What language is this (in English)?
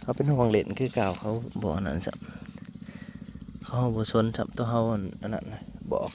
Northeastern Thai